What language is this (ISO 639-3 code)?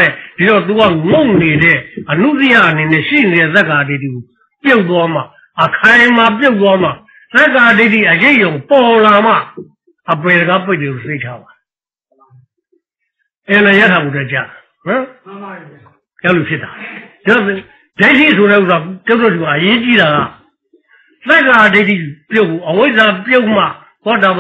mya